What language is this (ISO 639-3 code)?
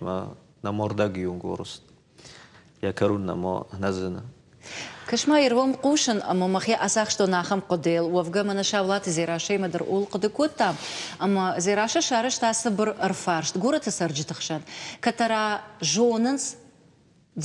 oss